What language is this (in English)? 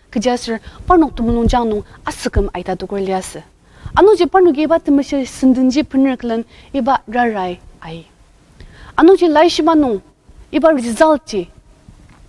Ao Naga